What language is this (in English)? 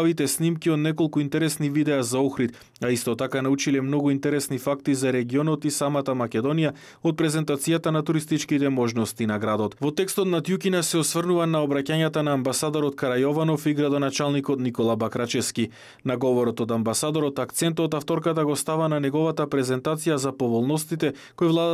Macedonian